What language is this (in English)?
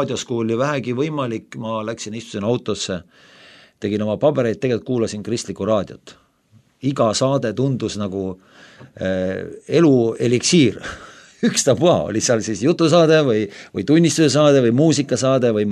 Estonian